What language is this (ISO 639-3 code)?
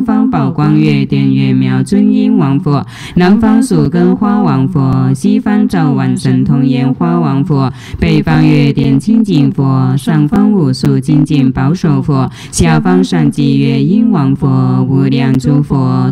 zho